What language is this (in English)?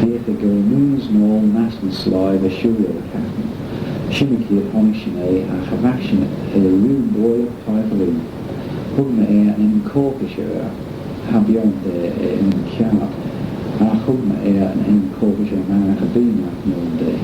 Manx